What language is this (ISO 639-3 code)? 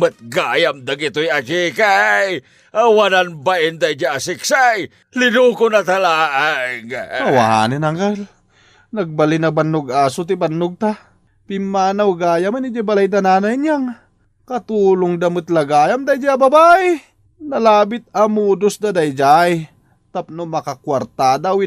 ilo